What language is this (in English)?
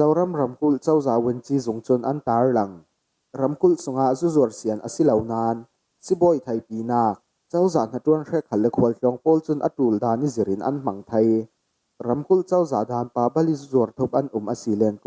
Falam Chin